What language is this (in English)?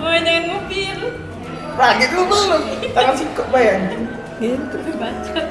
Musi